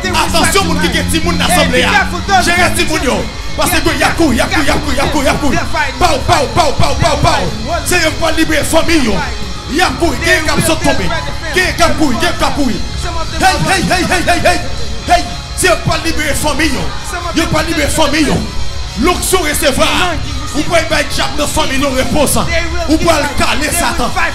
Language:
Haitian Creole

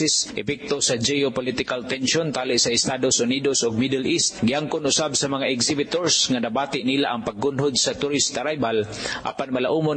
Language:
Cebuano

